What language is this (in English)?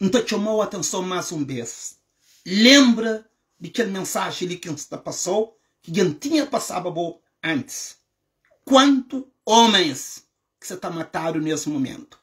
Kabuverdianu